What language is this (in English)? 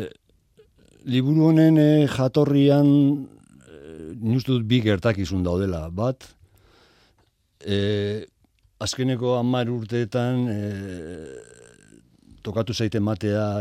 Basque